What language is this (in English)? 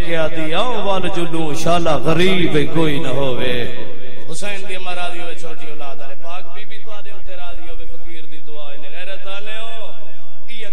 Saraiki